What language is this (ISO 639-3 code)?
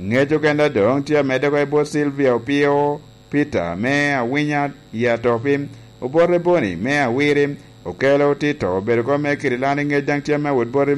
laj